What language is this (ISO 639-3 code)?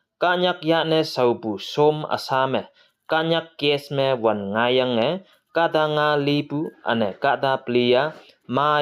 nbe